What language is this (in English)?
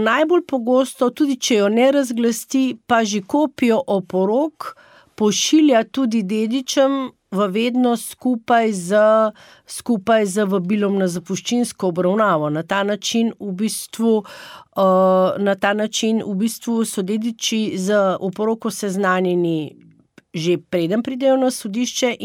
Slovenian